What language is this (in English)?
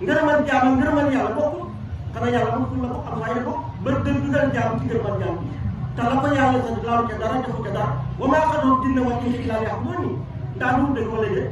Wolof